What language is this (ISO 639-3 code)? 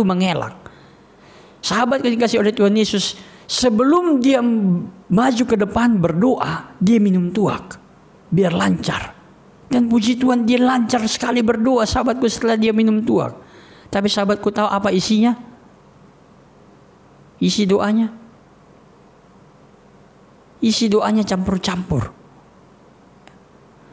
ind